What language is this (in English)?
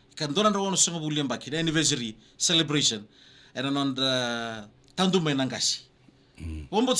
Fijian